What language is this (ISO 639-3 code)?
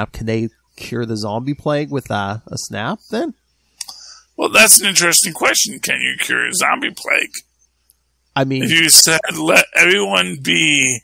eng